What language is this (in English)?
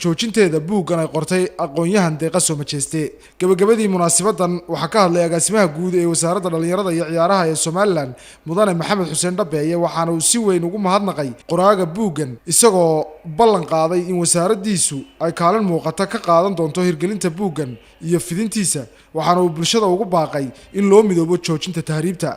Somali